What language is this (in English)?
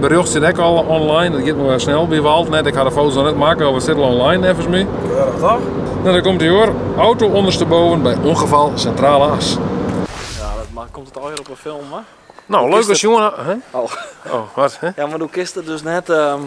Western Frisian